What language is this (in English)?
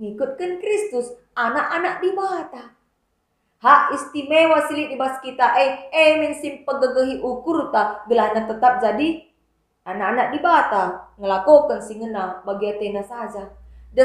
Batak Karo